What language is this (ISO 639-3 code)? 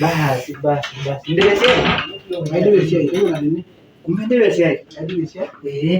mas